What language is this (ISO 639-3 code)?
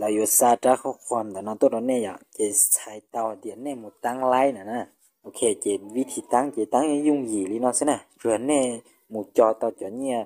hmn